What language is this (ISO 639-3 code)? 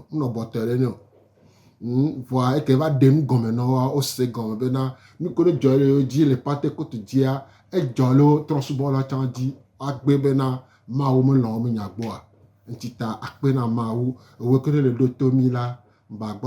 gej